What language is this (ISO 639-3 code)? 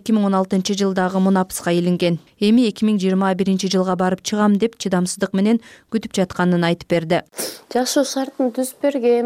kir